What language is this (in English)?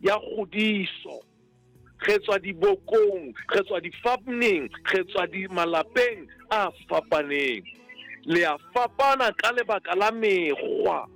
Southern Sotho